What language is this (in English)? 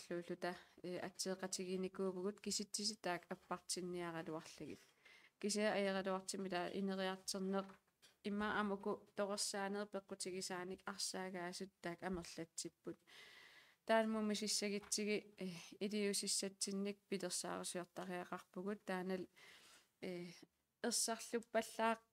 Kalaallisut